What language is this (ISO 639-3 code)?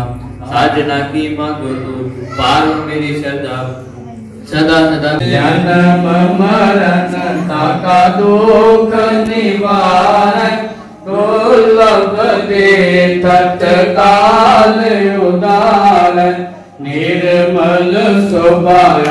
pan